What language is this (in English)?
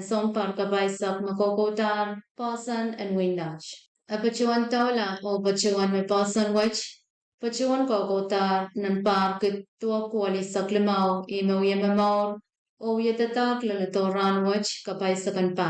Pohnpeian